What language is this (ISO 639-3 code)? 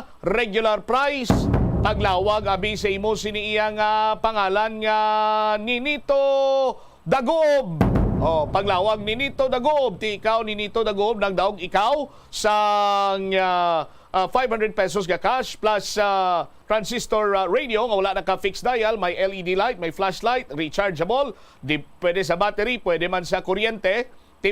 hil